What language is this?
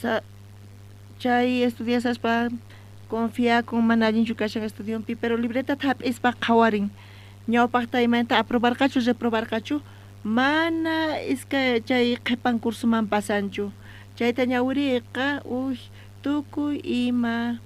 South Bolivian Quechua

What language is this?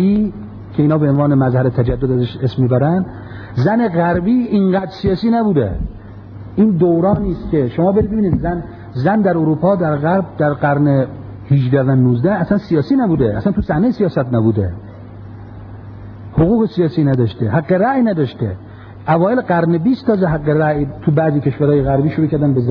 Persian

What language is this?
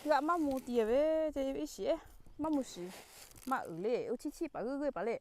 Lahu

